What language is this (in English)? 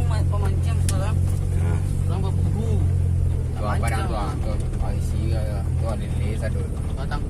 Minangkabau